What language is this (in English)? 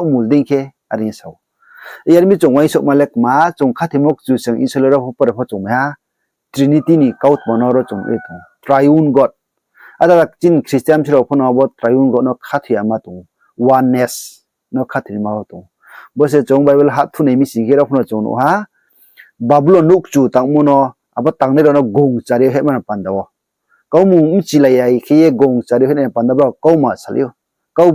Riang (India)